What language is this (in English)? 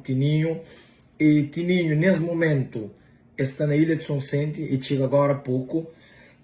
Kabuverdianu